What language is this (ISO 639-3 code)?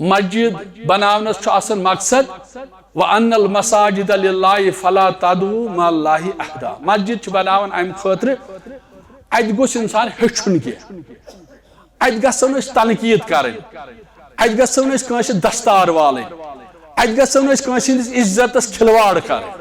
kas